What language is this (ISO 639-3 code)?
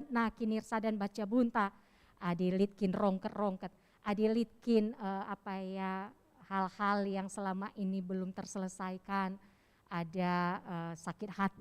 btx